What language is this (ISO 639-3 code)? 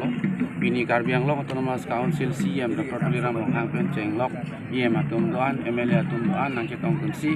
mjw